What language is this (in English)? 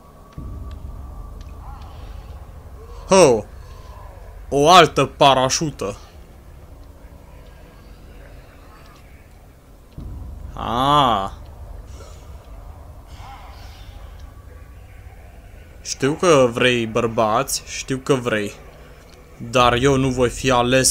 Romanian